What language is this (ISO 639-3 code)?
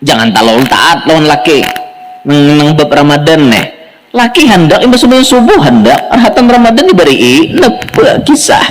bjn